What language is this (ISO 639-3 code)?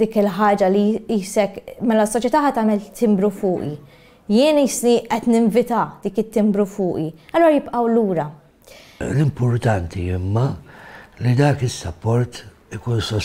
mlt